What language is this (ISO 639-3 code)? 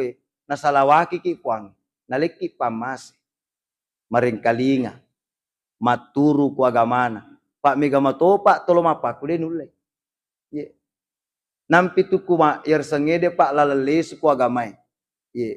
bug